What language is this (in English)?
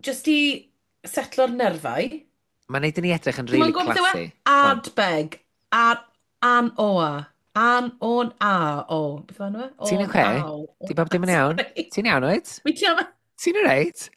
Welsh